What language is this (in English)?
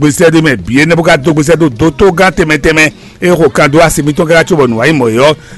Fon